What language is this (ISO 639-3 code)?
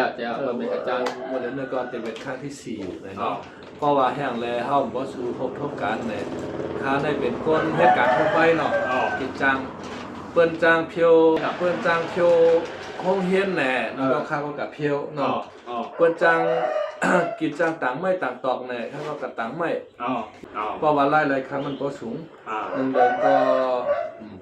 shn